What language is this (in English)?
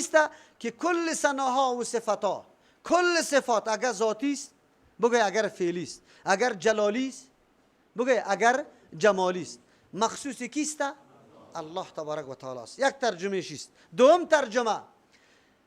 Persian